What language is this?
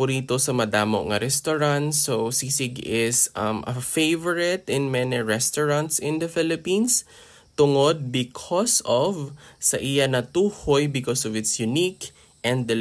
Hiligaynon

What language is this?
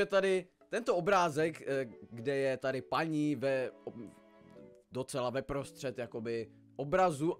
Czech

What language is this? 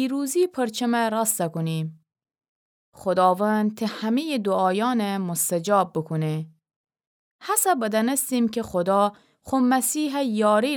Gilaki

